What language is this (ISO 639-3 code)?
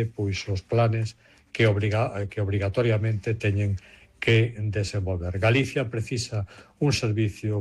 glg